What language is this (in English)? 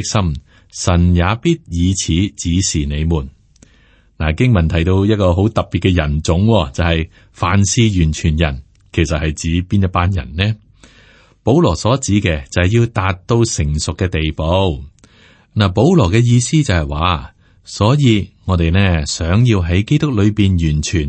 Cantonese